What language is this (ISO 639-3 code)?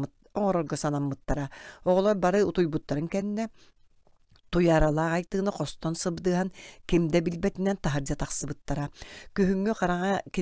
sah